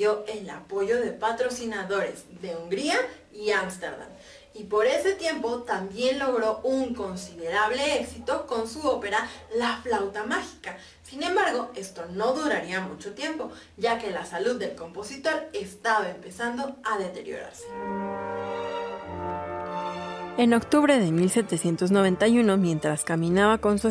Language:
Spanish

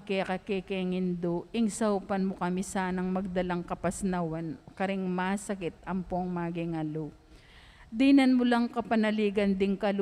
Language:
Pampanga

